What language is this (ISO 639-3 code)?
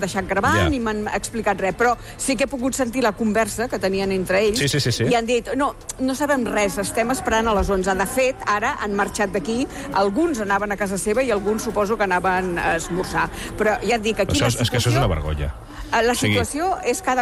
cat